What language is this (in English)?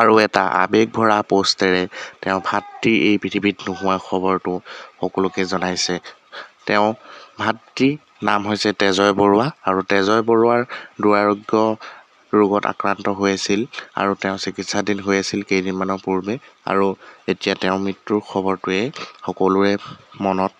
Assamese